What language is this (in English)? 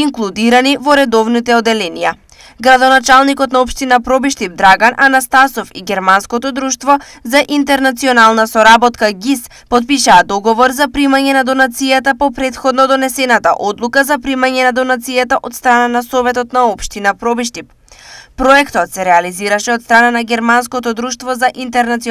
Macedonian